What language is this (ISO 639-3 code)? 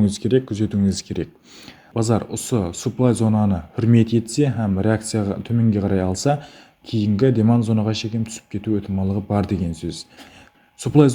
kaa